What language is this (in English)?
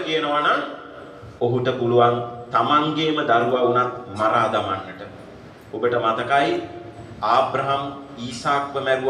Sinhala